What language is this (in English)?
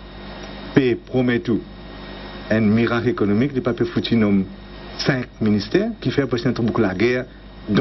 Morisyen